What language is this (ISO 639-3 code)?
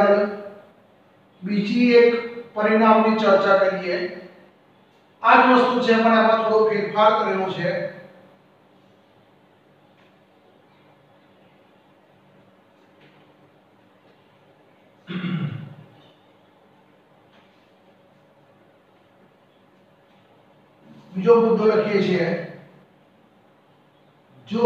guj